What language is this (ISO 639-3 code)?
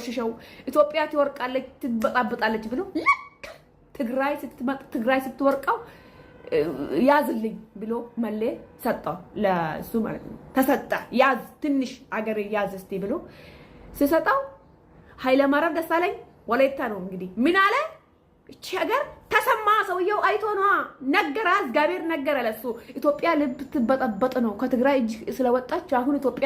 amh